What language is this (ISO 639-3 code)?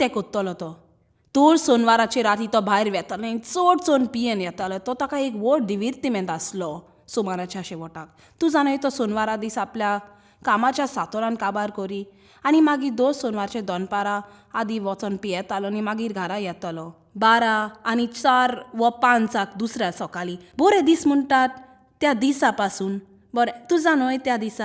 kok